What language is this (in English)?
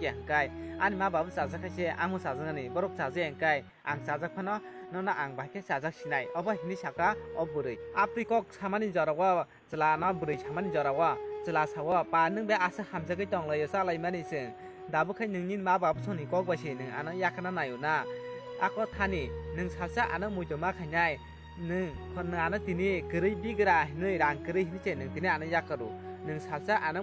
Kok Borok